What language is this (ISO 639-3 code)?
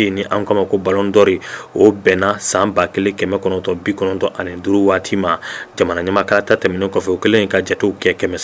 bam